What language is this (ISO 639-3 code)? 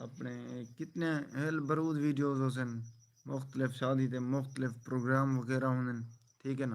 skr